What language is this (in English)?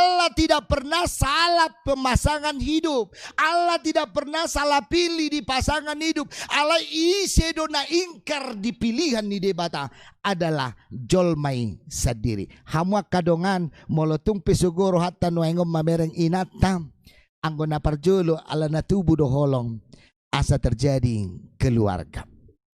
Batak Toba